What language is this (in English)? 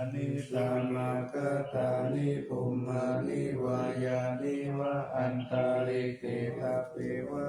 Pali